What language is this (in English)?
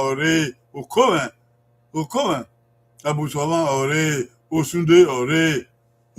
Bini